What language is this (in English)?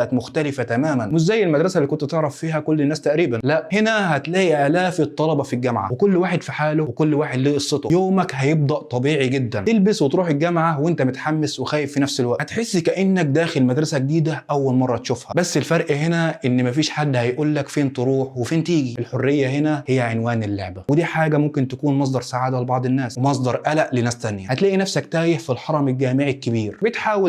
Egyptian Arabic